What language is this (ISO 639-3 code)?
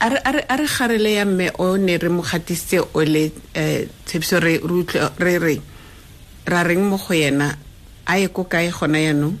tsn